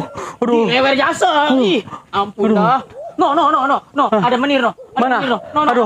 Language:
Betawi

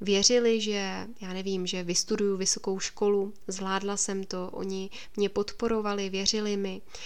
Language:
Czech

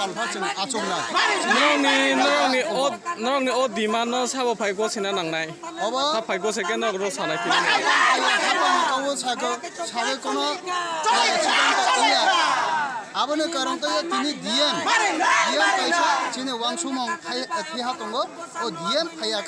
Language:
Kok Borok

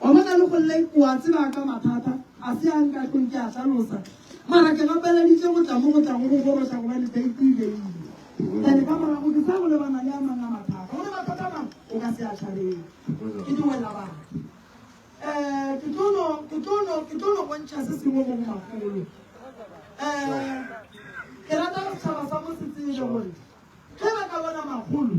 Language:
Northern Sotho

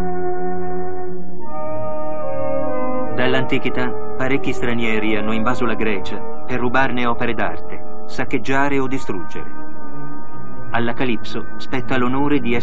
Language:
Italian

